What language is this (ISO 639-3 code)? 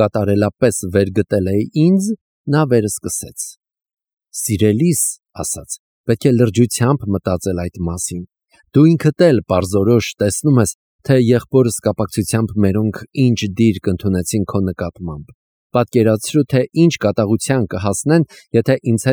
hye